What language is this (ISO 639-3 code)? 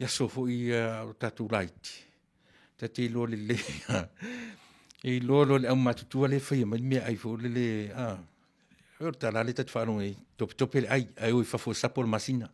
smo